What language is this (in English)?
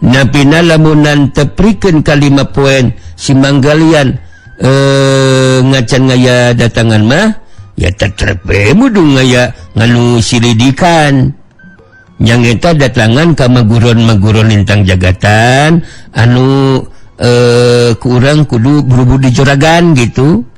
Sundanese